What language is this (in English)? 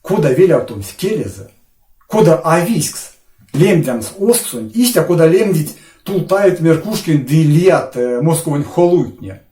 Erzya